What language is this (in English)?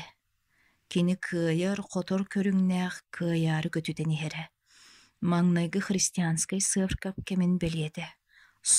Yakut